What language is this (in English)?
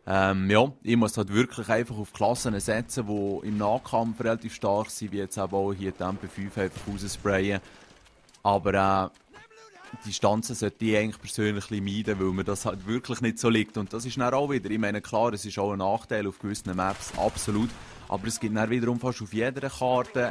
Swiss German